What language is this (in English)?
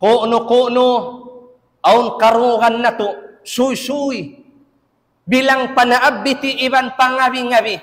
Tausug